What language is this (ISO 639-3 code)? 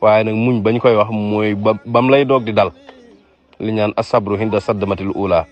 wol